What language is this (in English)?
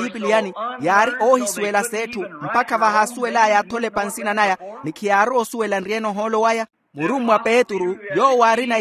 Makhuwa